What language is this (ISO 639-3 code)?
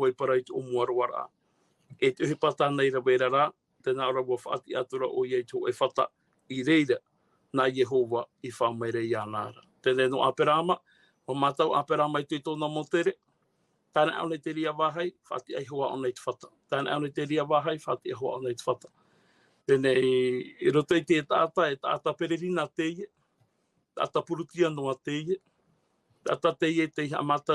tah